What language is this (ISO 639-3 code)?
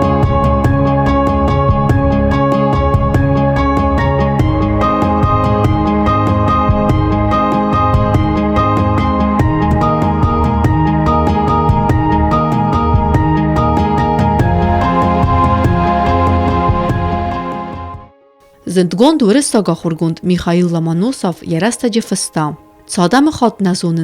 oss